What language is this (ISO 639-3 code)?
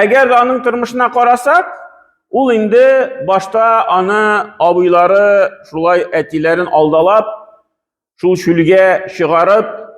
tat